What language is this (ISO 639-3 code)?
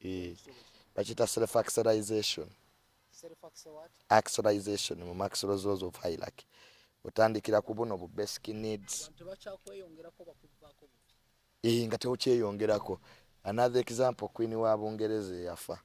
lug